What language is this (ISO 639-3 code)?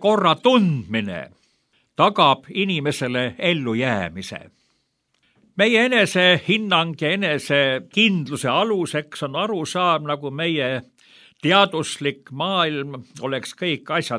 est